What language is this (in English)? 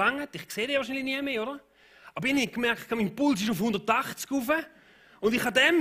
Swiss German